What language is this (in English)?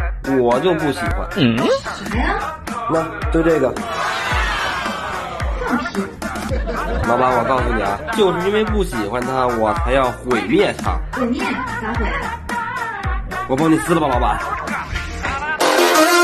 Chinese